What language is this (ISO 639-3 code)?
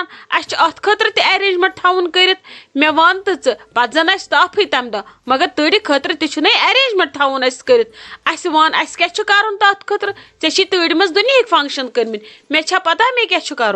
kas